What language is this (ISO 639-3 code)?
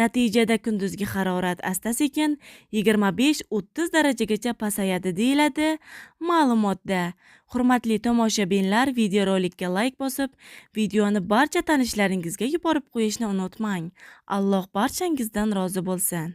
uzb